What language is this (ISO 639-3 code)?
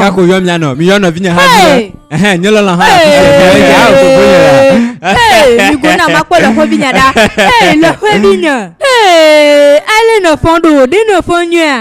ewe